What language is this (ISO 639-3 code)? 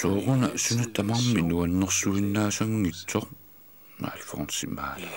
kal